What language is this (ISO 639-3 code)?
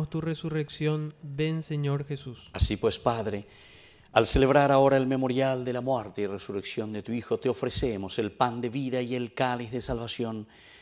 spa